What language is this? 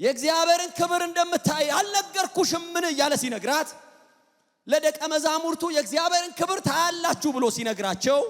Amharic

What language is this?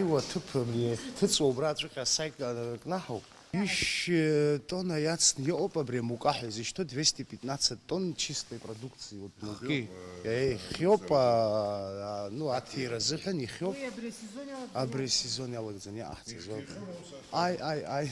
Abkhazian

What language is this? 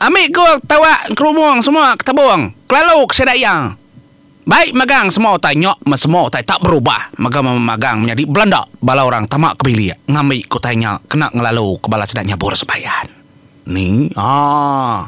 Iban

